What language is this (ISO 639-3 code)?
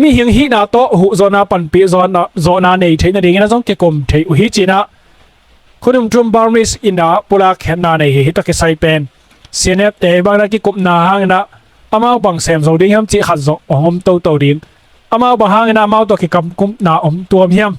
ctd